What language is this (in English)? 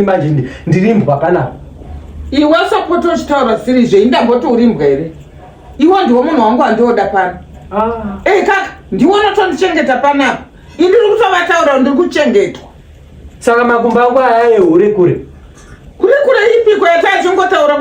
Shona